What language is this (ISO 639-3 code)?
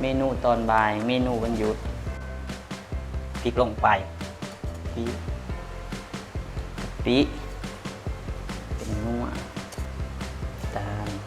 lao